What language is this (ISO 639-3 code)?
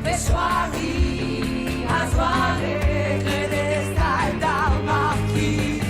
bre